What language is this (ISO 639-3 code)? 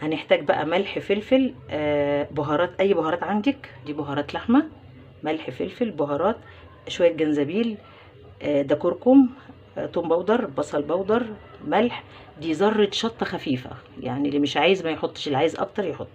arz